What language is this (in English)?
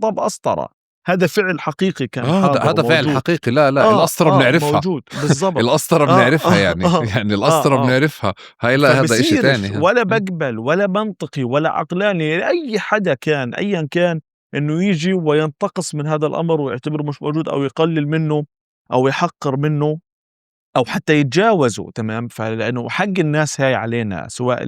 North Levantine Arabic